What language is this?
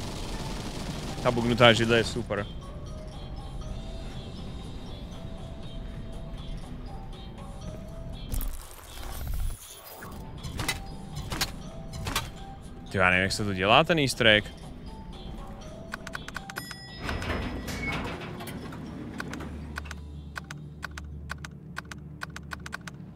Czech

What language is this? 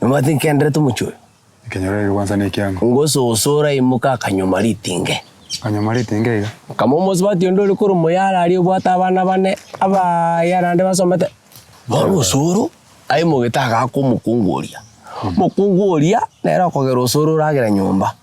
Gusii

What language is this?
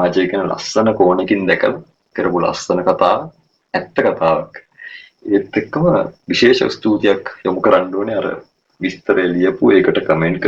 Sinhala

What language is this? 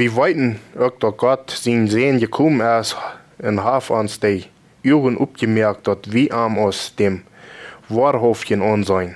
Plautdietsch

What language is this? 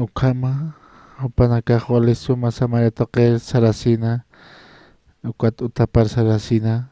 Aymara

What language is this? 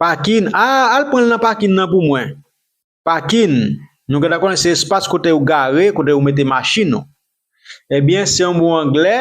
Haitian Creole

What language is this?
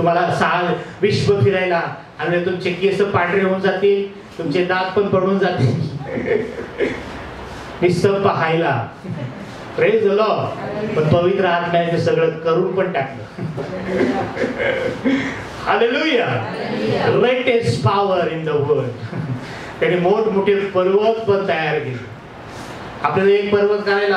Marathi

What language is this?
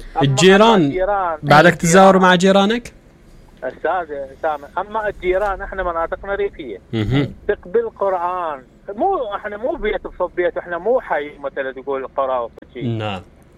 Mesopotamian Arabic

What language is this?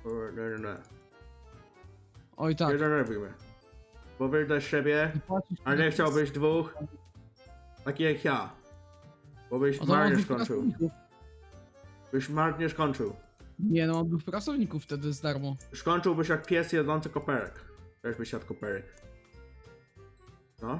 Polish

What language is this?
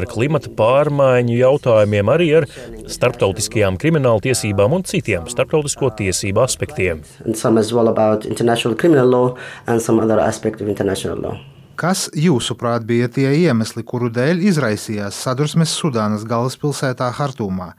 Latvian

